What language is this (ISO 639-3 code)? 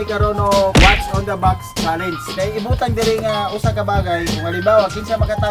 ceb